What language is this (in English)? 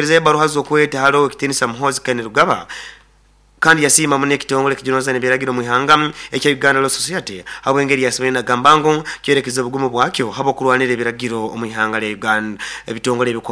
Nyoro